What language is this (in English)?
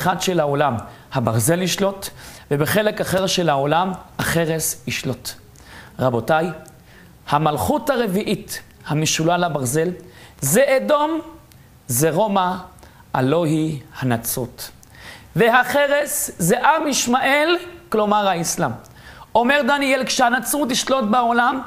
Hebrew